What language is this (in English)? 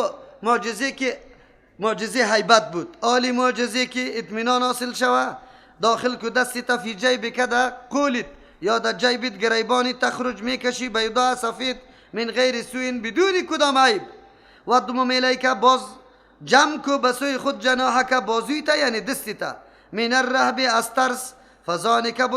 Persian